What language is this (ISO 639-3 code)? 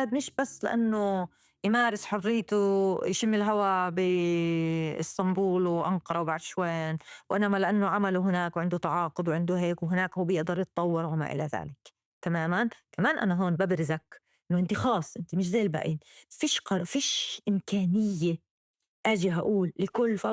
apc